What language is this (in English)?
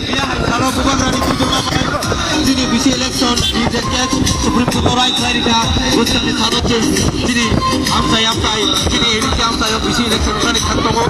Kok Borok